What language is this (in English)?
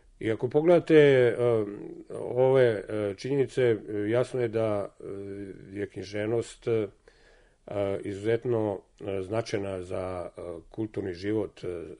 Serbian